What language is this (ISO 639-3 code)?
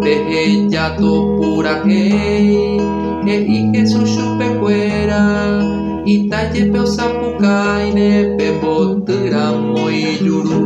grn